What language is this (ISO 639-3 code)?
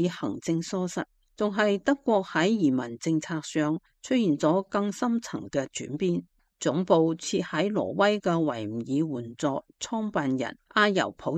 yue